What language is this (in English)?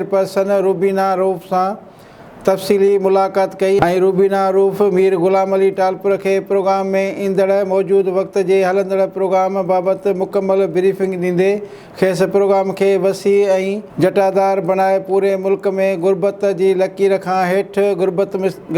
Sindhi